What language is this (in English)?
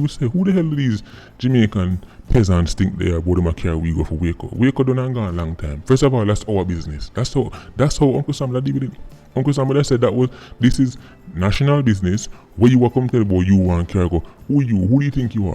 Jamaican Creole English